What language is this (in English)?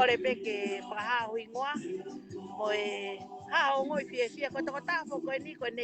Tongan